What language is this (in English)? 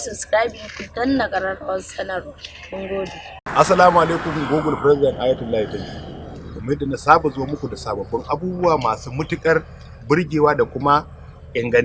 Hausa